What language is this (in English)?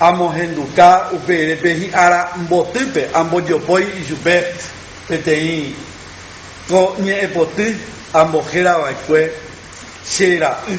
Guarani